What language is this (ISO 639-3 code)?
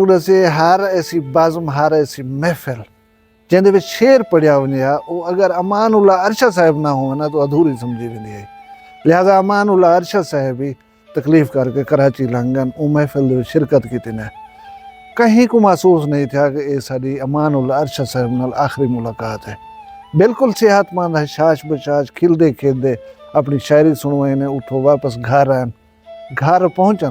skr